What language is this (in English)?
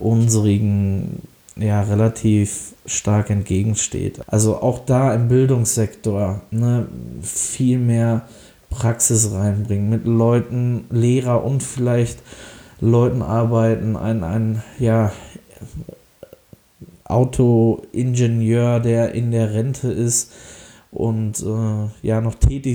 German